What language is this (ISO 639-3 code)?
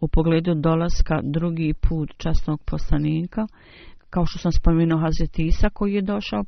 bos